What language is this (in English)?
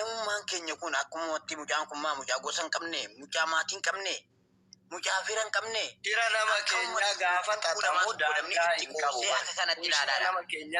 Oromo